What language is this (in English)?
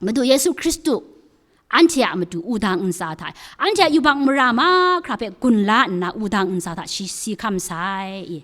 Kachin